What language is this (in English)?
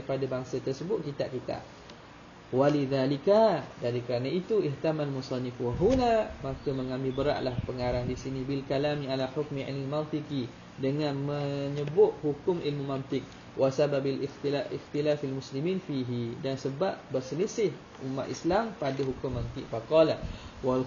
Malay